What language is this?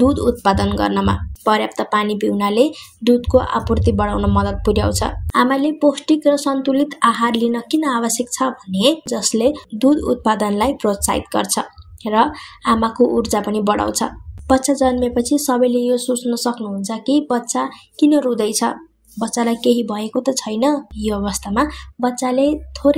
Nepali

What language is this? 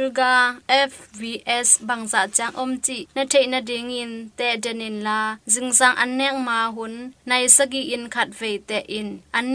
Tedim Chin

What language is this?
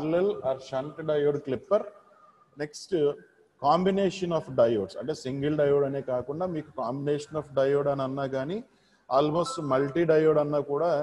Telugu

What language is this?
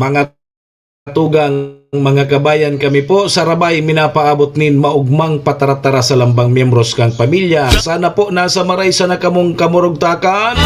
Bikol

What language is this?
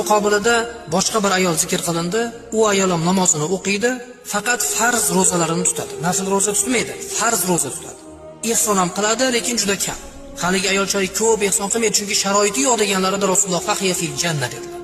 Uzbek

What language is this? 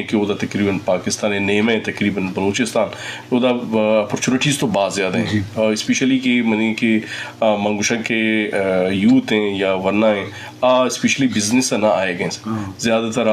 Eastern Balochi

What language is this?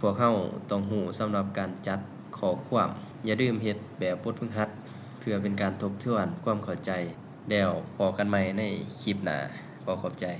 Lao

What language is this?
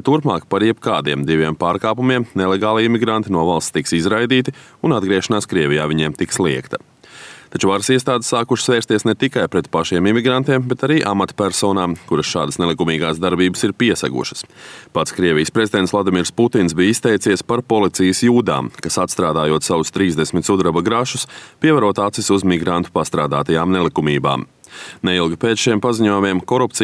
Latvian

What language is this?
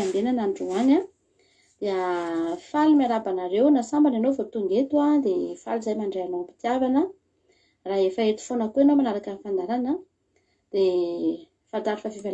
Malagasy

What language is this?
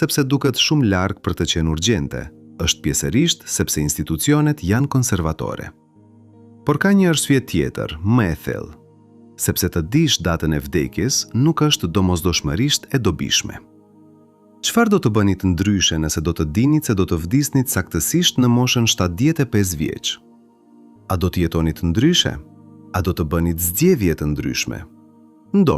Albanian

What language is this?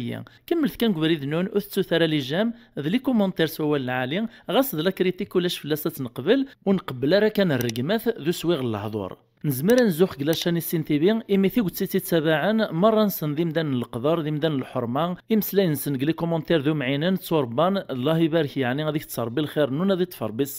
Kabyle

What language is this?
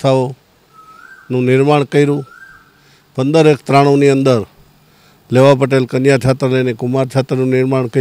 Gujarati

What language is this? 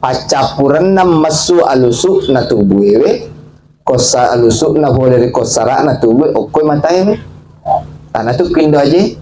Buginese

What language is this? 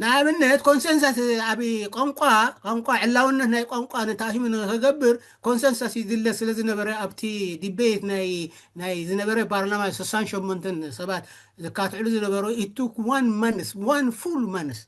Tigrinya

